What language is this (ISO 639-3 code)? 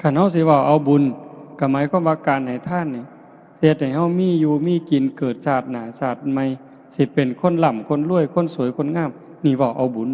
tts